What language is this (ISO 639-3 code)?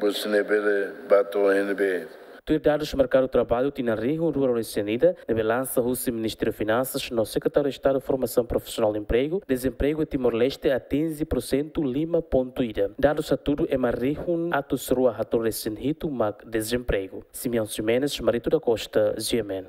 tet